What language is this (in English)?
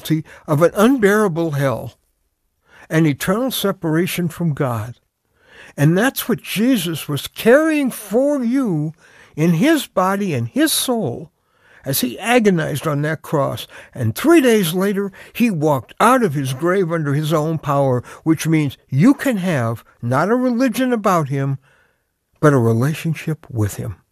English